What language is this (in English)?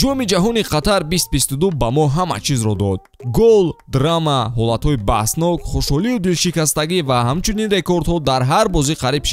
Tajik